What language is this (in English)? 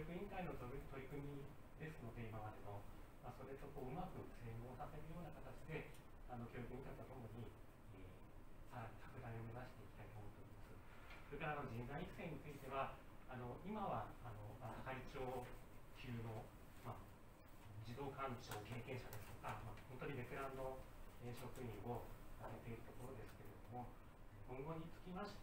Japanese